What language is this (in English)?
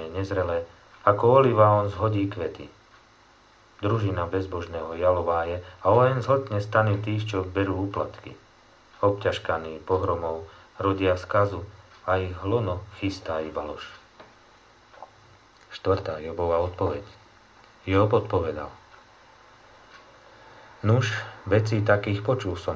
Slovak